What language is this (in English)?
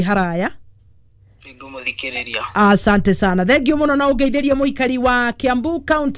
Kikuyu